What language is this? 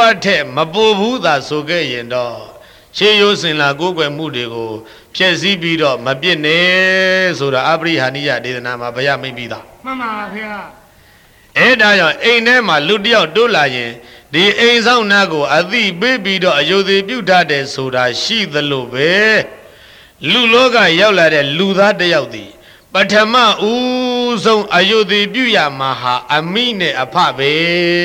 Burmese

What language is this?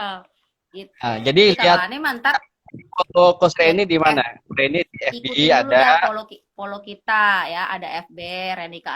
Betawi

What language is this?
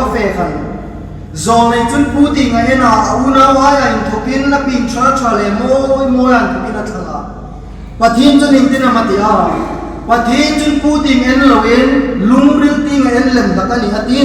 Hmar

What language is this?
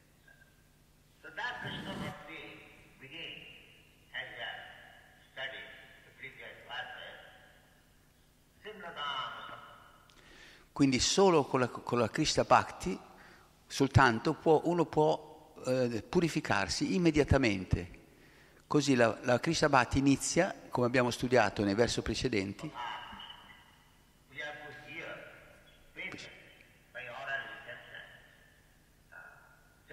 Italian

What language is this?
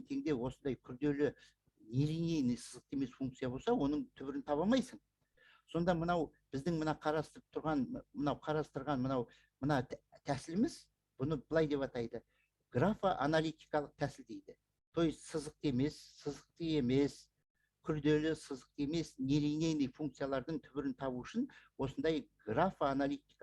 Kazakh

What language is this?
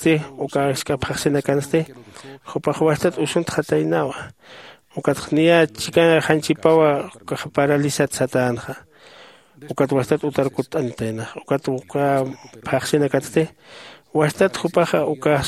Aymara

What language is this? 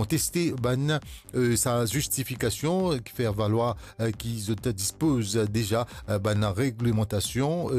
Morisyen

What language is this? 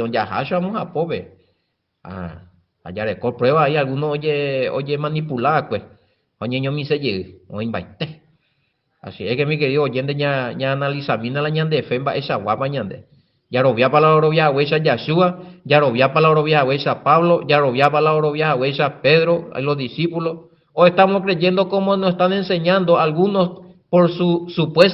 Guarani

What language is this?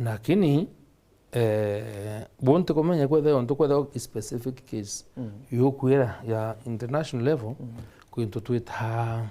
Meru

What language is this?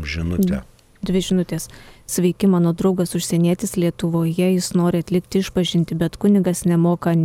Lithuanian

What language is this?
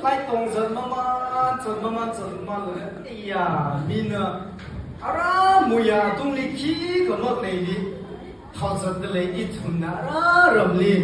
Tangkhul Naga (India)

